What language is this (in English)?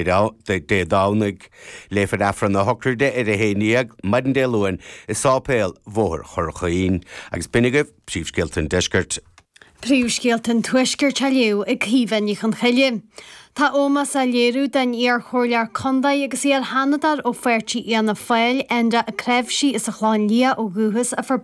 Irish